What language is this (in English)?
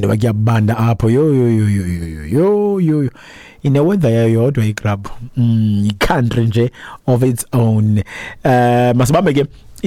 Xhosa